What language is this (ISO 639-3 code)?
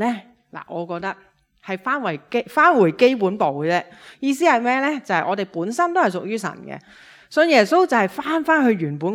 yue